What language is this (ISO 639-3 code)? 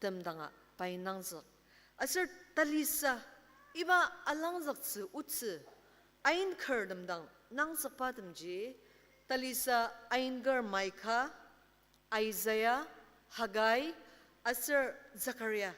njo